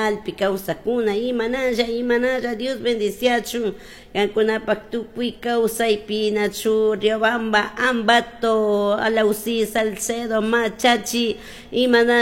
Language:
Chimborazo Highland Quichua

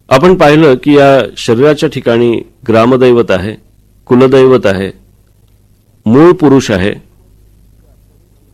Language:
Marathi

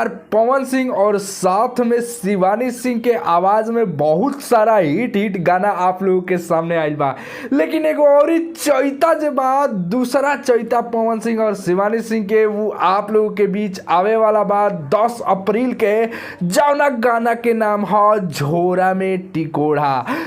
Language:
Bhojpuri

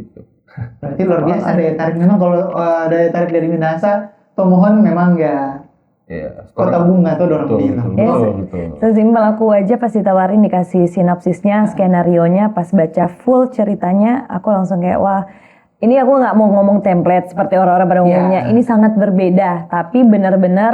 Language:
Manado Malay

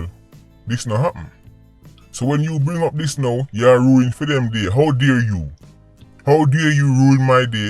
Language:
Jamaican Creole English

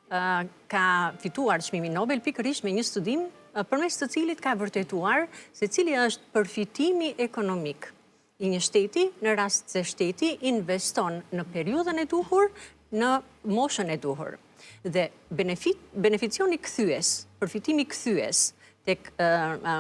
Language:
Albanian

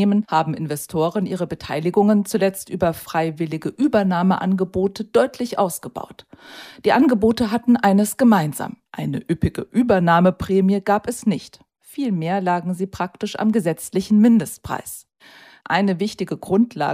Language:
German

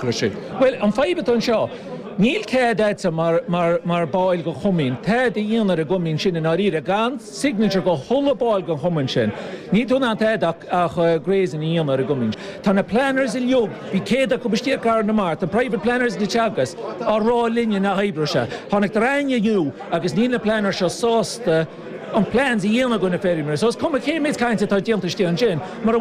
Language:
Irish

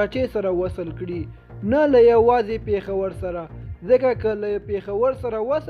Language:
Pashto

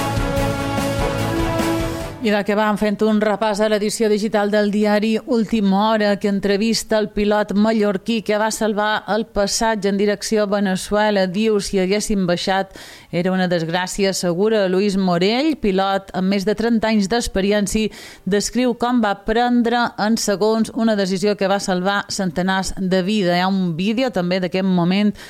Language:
Catalan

